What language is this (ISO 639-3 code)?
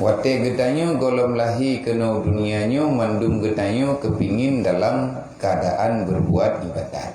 ace